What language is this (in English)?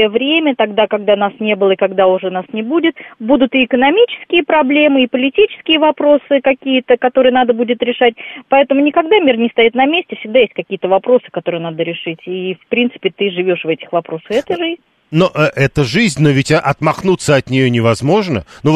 Russian